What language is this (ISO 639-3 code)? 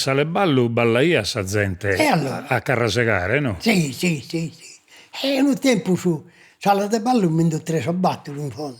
srd